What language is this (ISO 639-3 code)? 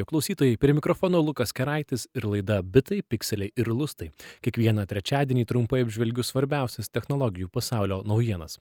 lit